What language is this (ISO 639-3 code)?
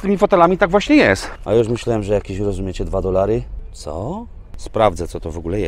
pol